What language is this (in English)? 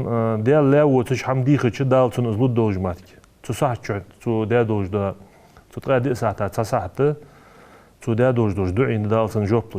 Ingush